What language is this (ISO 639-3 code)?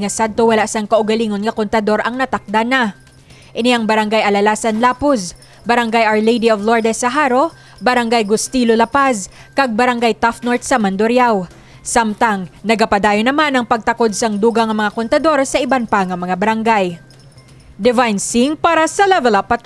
hil